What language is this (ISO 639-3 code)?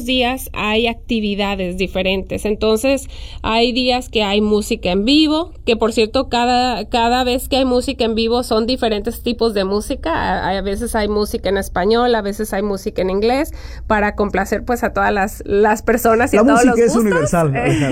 spa